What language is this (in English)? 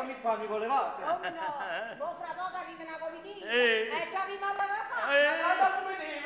Neapolitan